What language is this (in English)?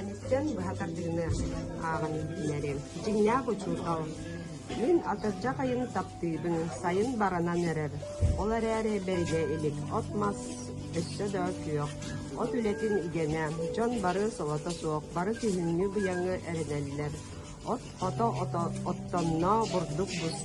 Yakut